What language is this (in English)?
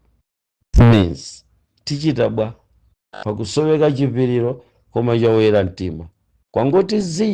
Nyanja